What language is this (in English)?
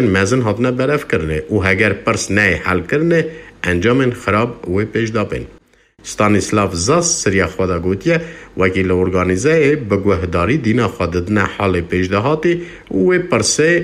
Kurdish